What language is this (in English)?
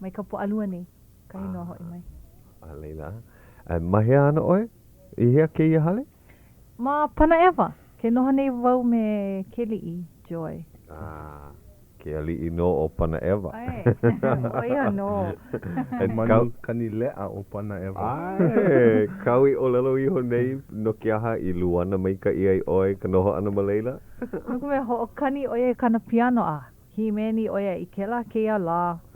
Hawaiian